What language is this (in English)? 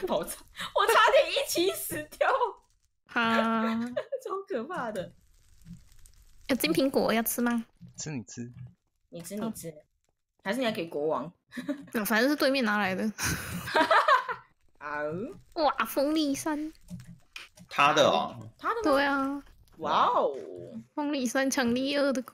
Chinese